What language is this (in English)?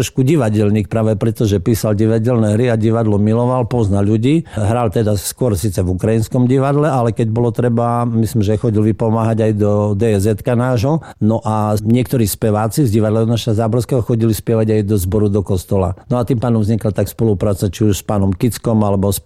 Slovak